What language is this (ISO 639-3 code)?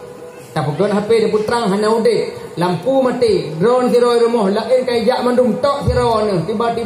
ace